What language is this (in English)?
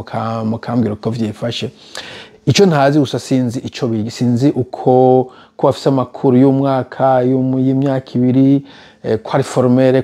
Rundi